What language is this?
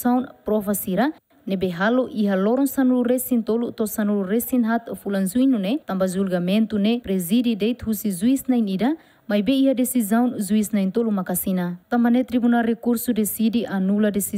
Tetum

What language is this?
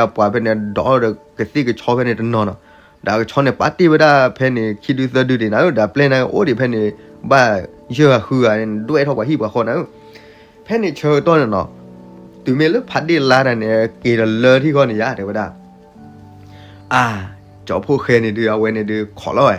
S'gaw Karen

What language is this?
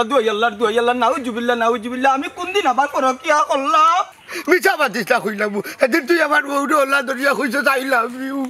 Sylheti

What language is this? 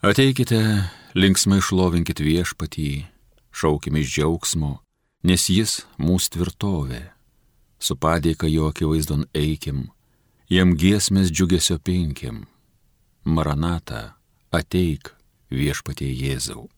Lithuanian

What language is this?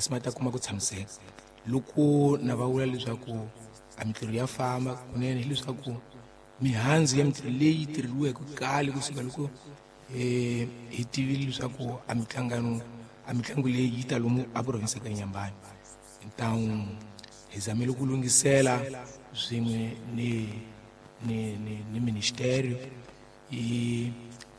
Tsonga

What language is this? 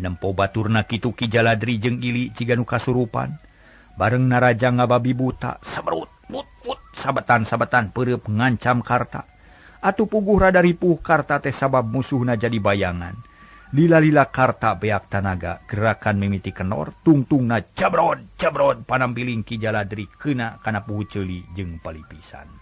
Sundanese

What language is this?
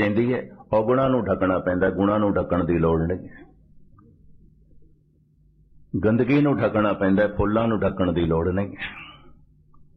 Punjabi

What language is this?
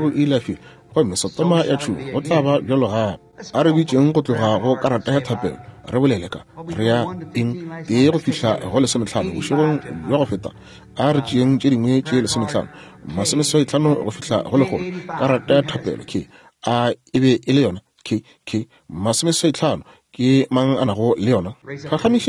Northern Sotho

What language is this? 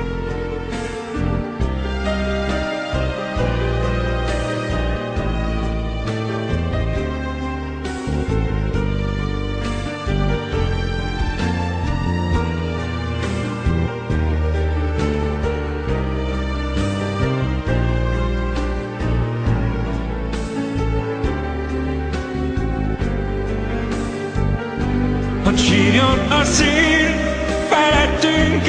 Hungarian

